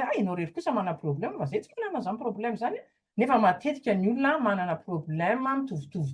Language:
Malagasy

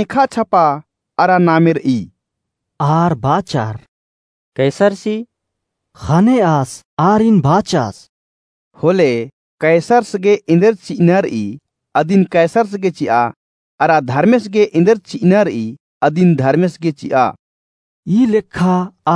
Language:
Kurukh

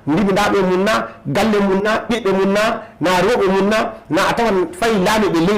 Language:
Fula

